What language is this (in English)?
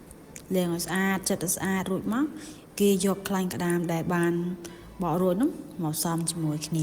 Khmer